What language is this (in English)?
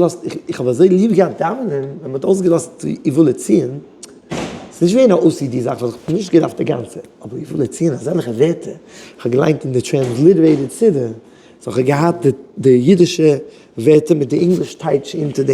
Yiddish